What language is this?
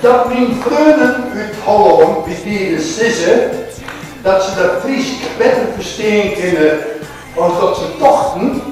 Western Frisian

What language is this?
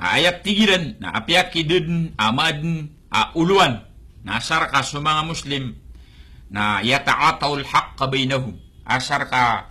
Maranao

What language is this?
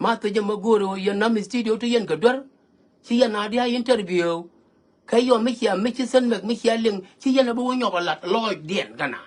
Nuer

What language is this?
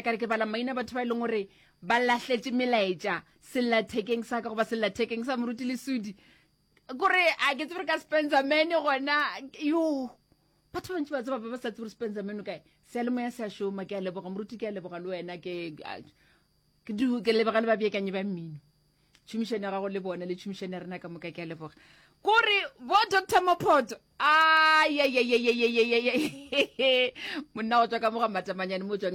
Northern Sotho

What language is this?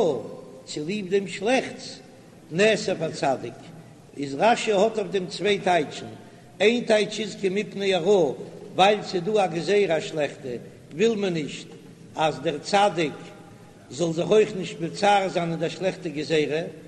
Yiddish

